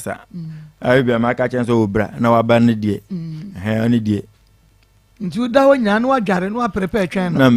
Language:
Akan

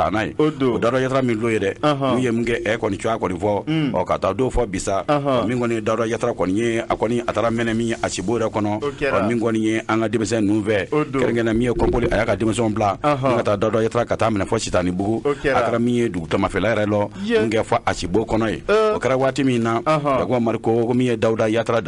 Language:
Bambara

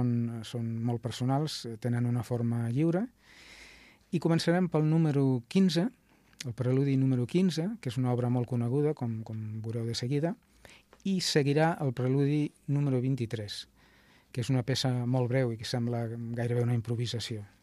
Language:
Catalan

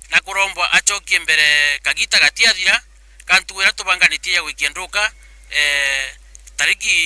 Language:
Meru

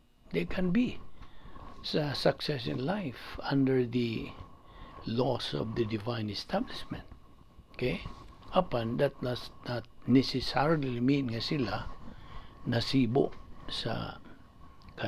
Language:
Cebuano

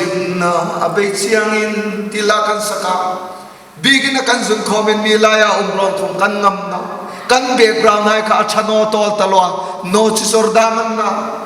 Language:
Hmar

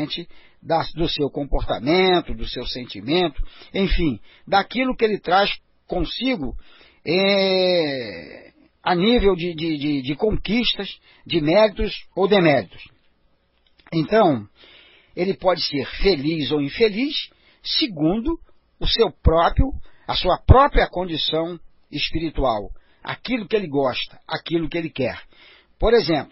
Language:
Portuguese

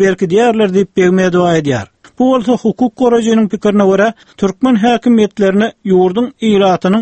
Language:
Turkmen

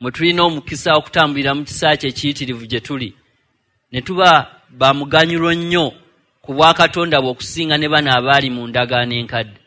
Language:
Ganda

